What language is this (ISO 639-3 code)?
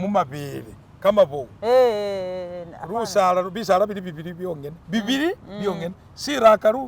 myx